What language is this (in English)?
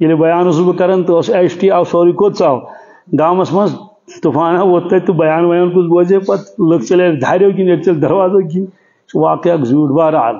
Kashmiri